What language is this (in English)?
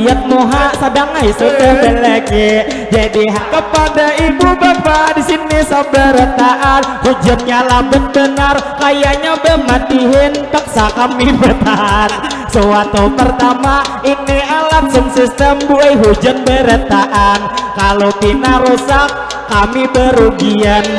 Banjar